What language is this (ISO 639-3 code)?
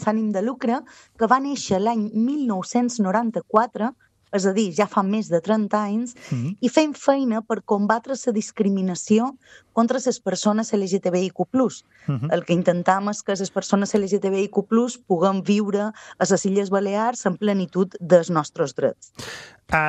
cat